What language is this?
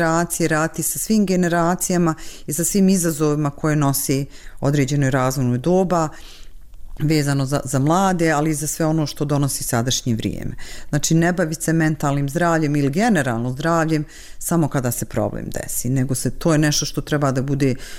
Bosnian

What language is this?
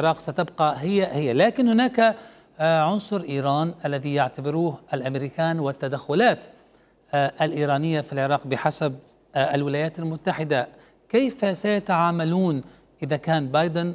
Mesopotamian Arabic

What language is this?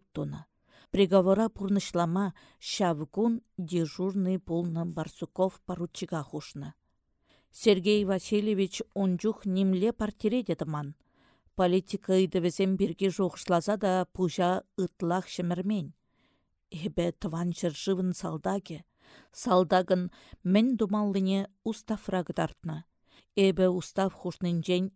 Chuvash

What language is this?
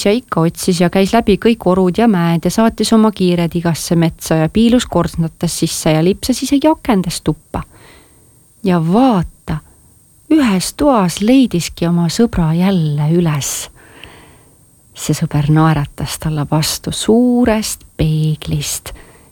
Estonian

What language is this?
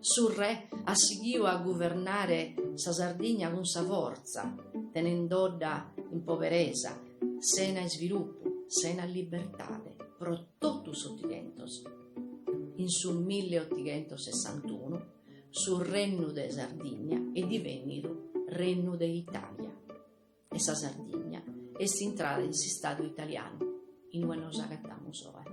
Sardinian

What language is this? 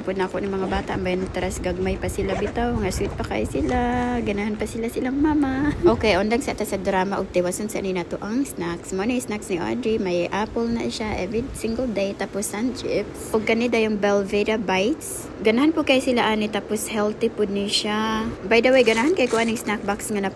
Cebuano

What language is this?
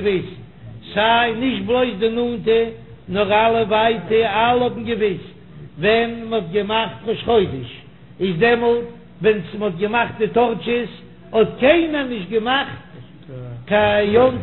Yiddish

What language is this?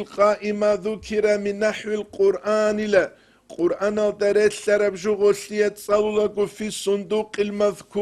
Avaric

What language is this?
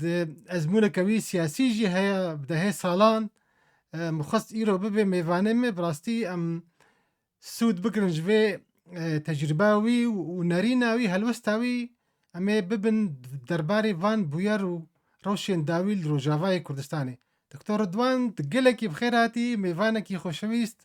Kurdish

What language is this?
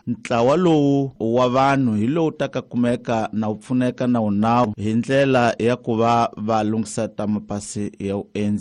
Tsonga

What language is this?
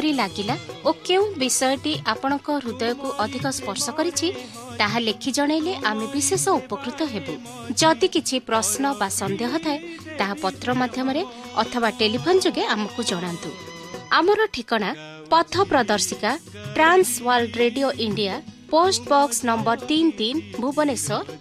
Odia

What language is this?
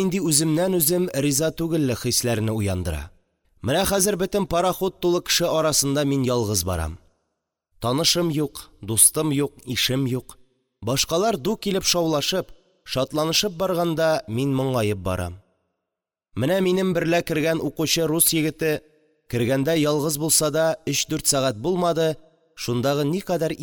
Tatar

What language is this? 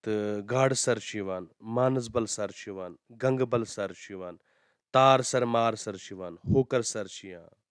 Kashmiri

